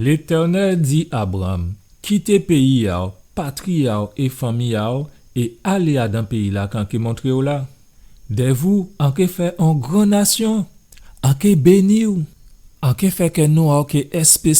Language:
Guadeloupean Creole French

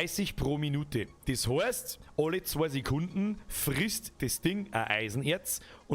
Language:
Bavarian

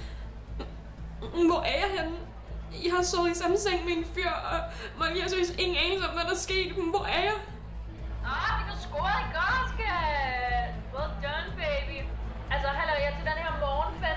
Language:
Danish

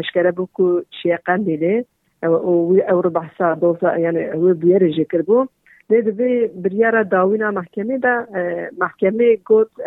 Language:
Kurdish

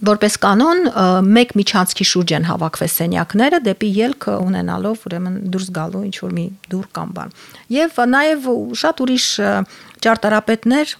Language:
Armenian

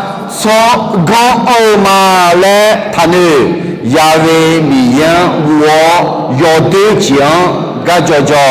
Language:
Akha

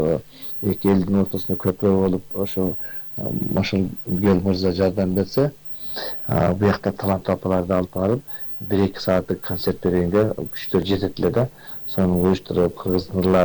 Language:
Kyrgyz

